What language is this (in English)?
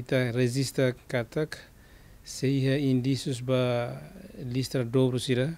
Tetum